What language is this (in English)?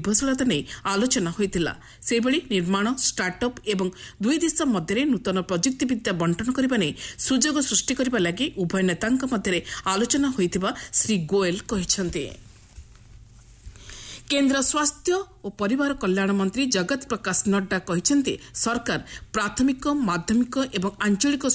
Odia